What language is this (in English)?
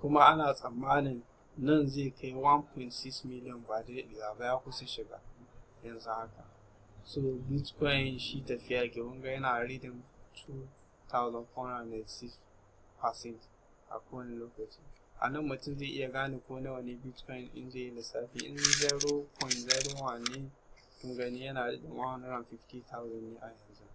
Hausa